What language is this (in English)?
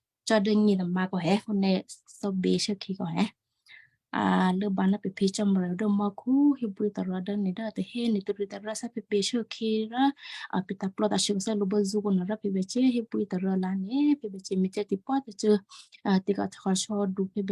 Western Kayah